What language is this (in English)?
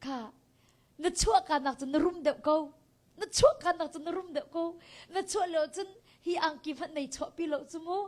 Hakha Chin